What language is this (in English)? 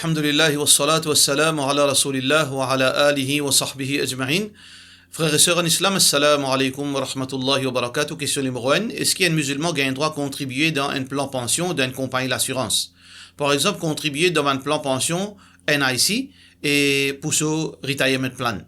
Morisyen